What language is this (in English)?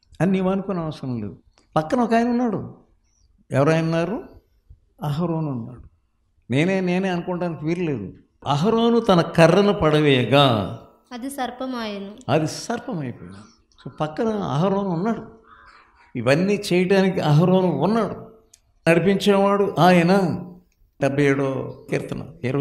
Telugu